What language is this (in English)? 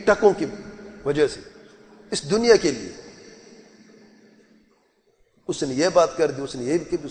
Urdu